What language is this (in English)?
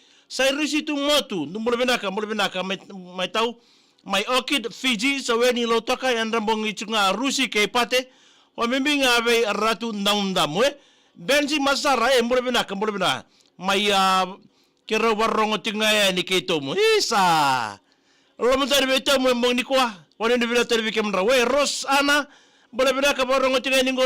Fijian